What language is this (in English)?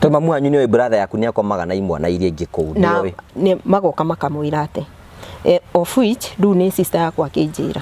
Kikuyu